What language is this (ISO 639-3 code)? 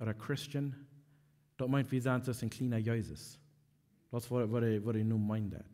pdt